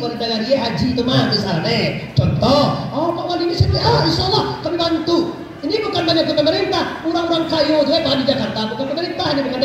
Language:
Minangkabau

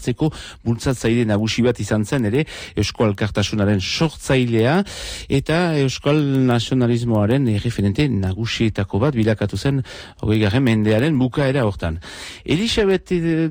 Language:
Basque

